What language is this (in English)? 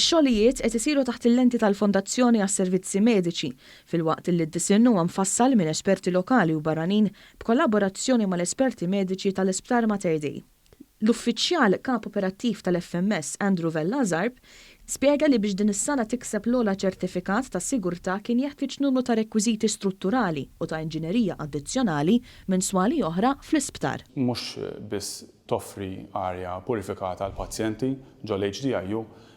Maltese